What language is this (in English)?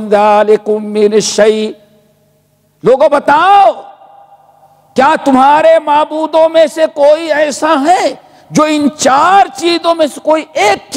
Urdu